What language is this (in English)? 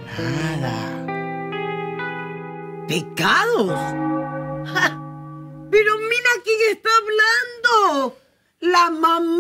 Spanish